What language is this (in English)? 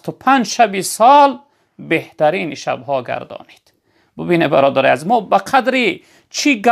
Tajik